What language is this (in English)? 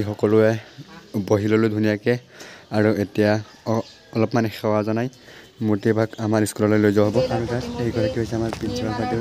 Assamese